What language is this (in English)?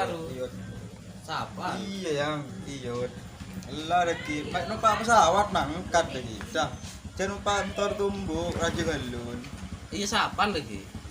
Madurese